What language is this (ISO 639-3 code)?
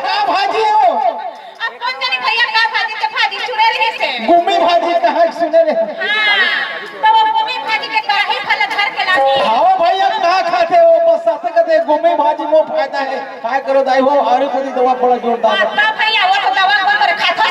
hne